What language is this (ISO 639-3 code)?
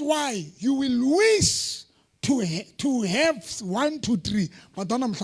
sot